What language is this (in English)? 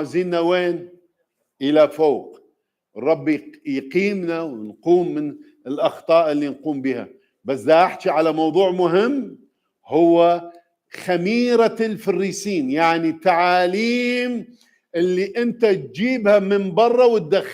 Mesopotamian Arabic